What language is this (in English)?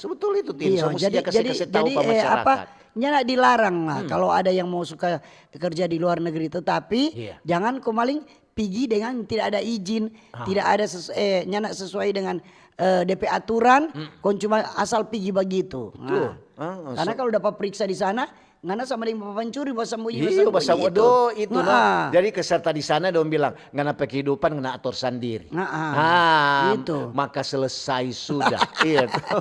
Manado Malay